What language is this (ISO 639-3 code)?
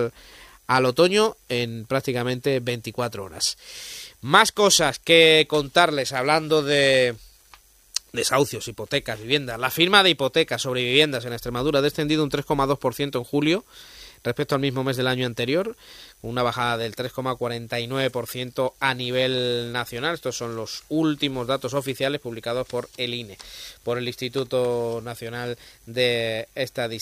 spa